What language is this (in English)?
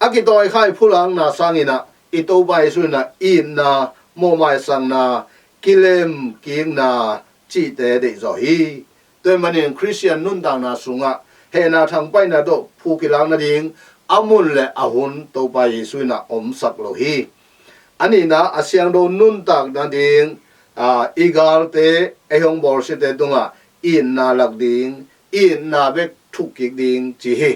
Tedim Chin